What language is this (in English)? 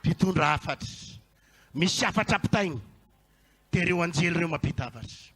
Malagasy